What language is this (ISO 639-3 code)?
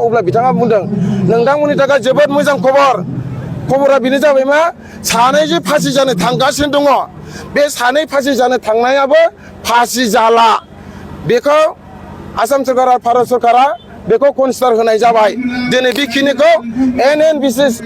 brx